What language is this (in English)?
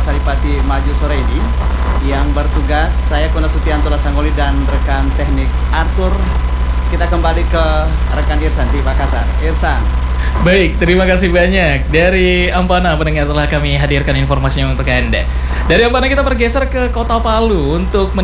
Indonesian